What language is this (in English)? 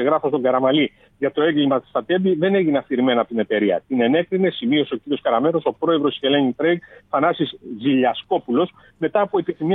Greek